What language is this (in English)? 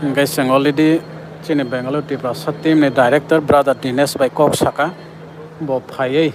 Kok Borok